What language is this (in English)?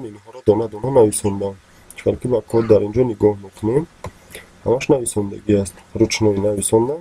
Tajik